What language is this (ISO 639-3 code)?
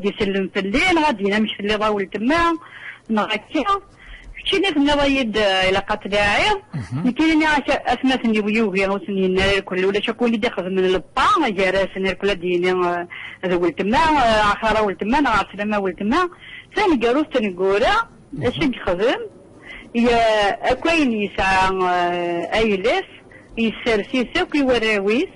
kab